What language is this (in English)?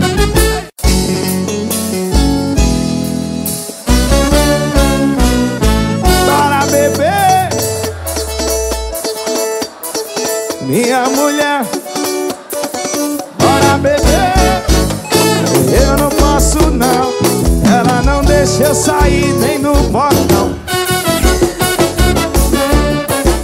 Portuguese